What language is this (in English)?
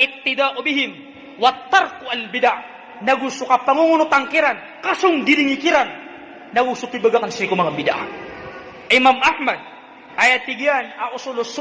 Maranao